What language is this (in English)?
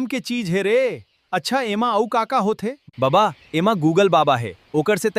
Chhattisgarhi